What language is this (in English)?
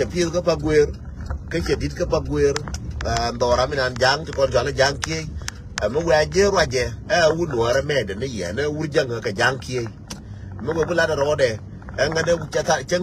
Nuer